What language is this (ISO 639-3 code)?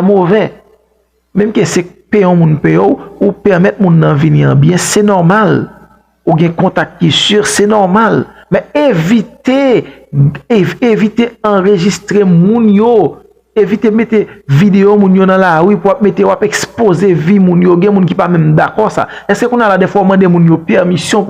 hat